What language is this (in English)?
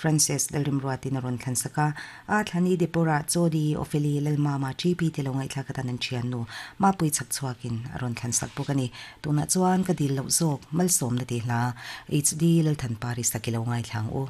Mizo